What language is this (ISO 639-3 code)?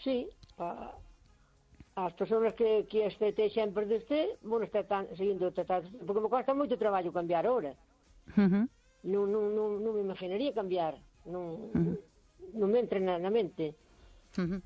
glg